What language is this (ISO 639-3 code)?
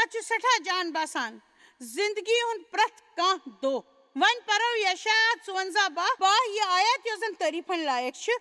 kas